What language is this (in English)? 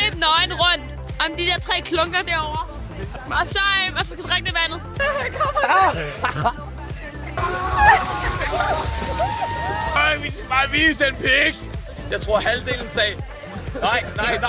Danish